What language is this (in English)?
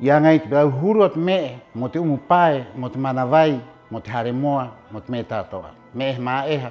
Rapanui